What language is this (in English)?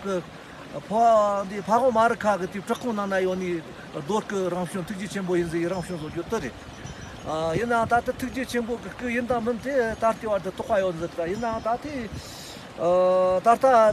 Tibetan